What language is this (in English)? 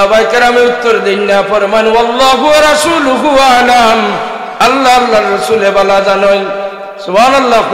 Sylheti